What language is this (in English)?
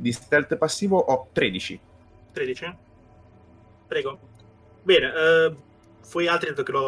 Italian